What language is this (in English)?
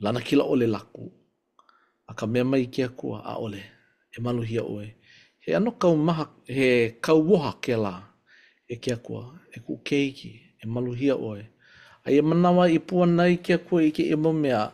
Hawaiian